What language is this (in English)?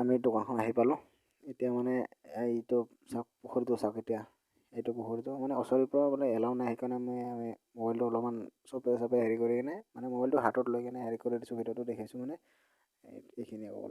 Assamese